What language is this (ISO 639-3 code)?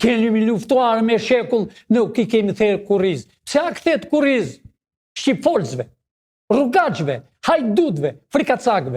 sqi